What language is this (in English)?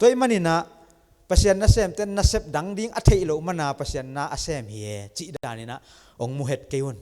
Tedim Chin